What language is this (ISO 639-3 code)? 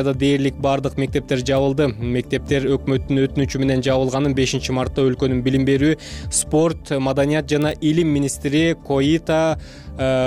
kir